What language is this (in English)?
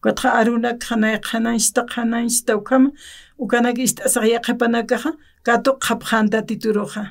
Aymara